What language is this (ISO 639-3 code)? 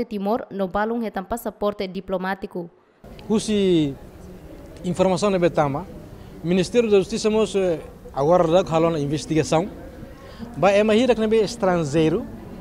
tet